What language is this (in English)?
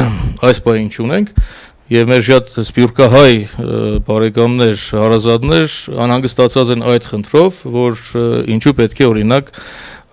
Armenian